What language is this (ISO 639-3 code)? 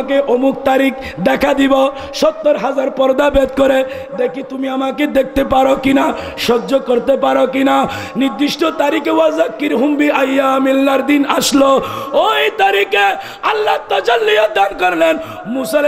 ben